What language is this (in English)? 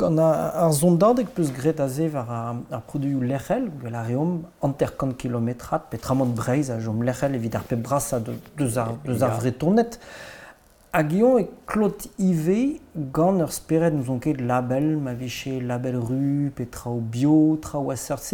Breton